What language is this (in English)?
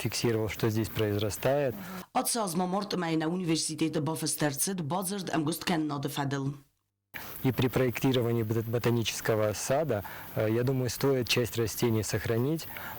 Ossetic